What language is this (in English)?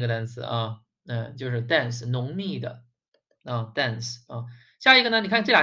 Chinese